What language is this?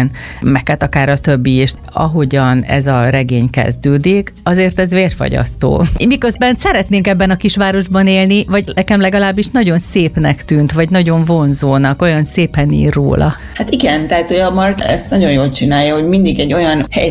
Hungarian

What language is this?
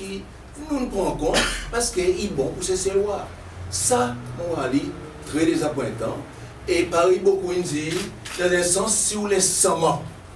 Seselwa Creole French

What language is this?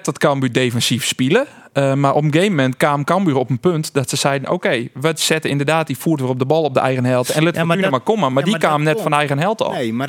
Western Frisian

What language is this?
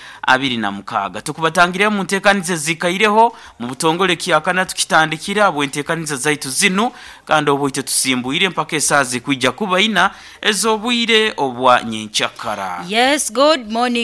Nyankole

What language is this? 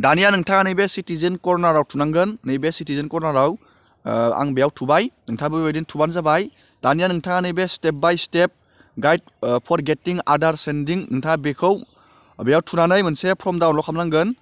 Bodo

